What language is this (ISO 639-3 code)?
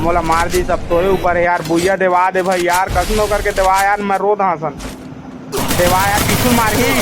hne